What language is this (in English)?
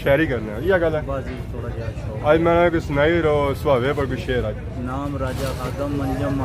Pahari-Potwari